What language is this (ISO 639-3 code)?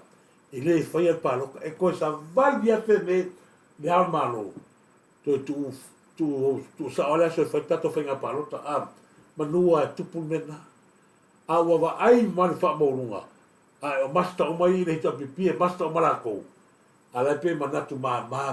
smo